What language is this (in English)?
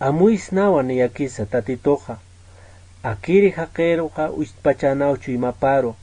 Aymara